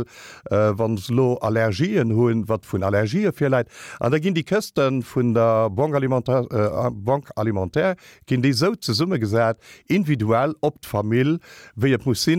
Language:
Luxembourgish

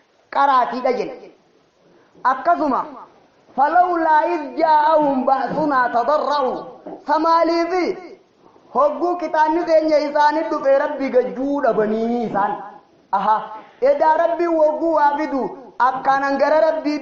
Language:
Oromo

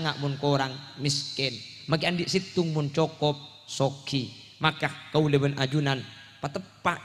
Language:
Madurese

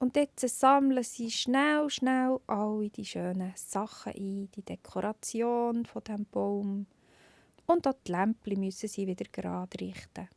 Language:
Swiss German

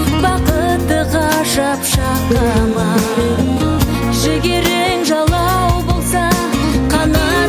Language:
Kazakh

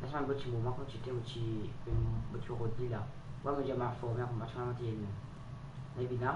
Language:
Morisyen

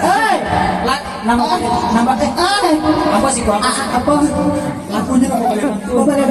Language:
Minangkabau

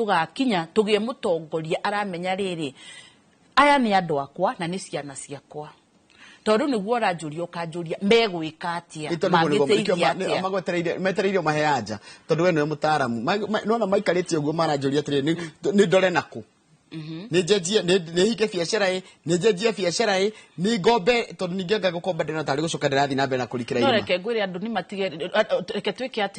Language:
Kikuyu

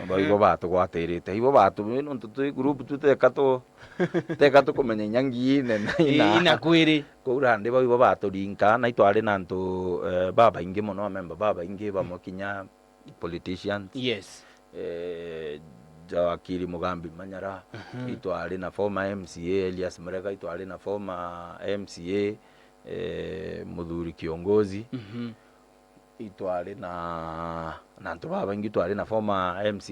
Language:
Meru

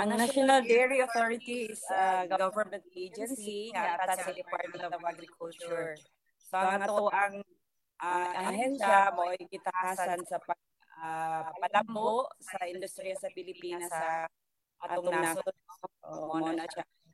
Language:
Hiligaynon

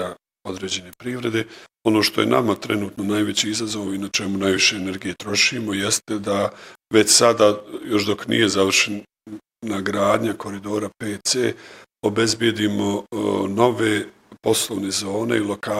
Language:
Bosnian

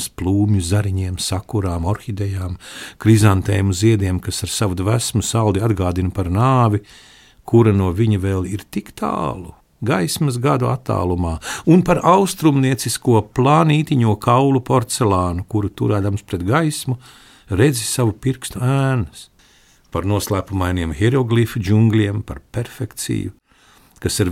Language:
Latvian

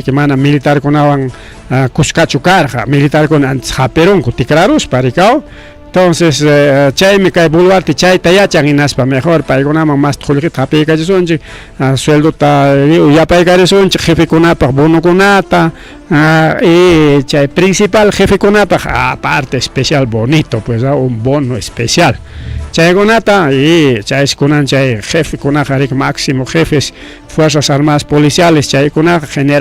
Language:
Ayacucho Quechua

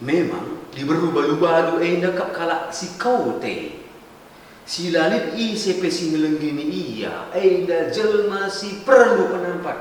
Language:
Batak Karo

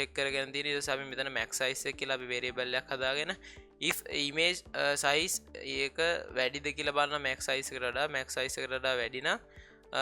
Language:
Sinhala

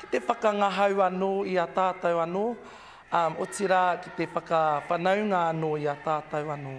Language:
Māori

